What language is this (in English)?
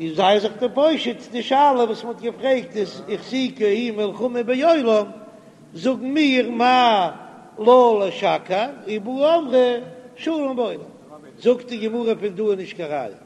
Yiddish